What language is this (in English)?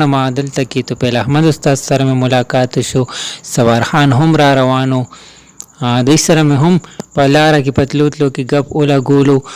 Pashto